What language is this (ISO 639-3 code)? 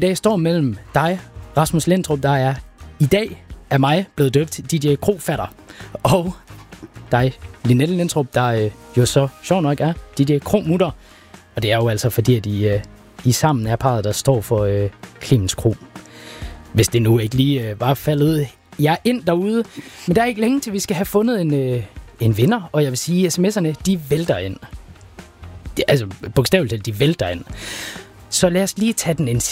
dan